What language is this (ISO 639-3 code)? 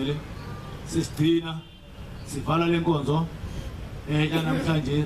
zul